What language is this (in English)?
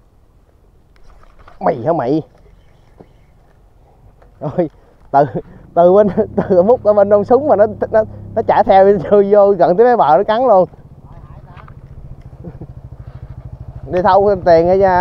Vietnamese